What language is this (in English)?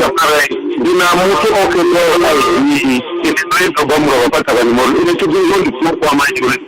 Venda